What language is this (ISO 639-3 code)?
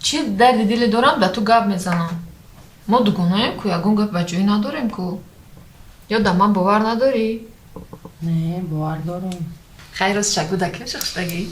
tgk